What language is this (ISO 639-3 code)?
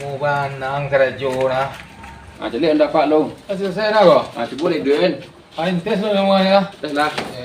min